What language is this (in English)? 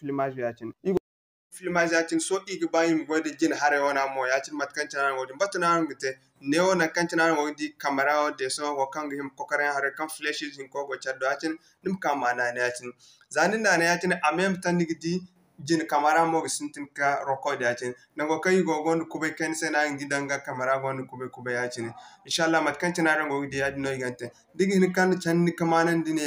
Zarma